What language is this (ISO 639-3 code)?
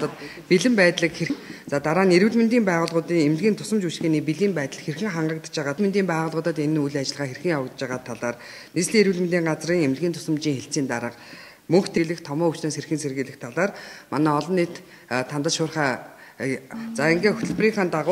mon